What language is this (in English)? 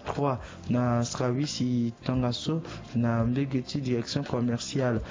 Sango